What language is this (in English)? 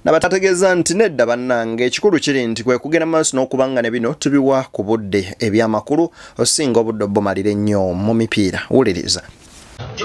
Ganda